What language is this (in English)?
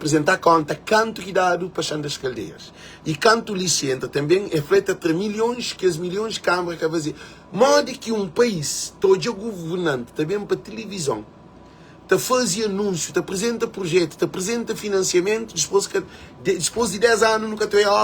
Kabuverdianu